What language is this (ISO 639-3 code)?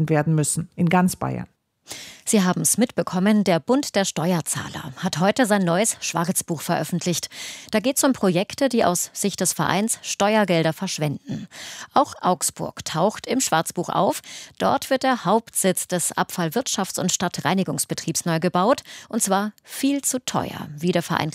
deu